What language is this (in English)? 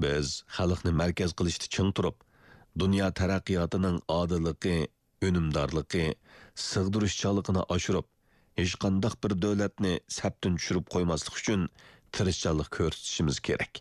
Uyghur